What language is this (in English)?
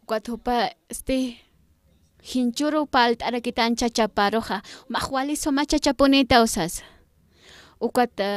Aymara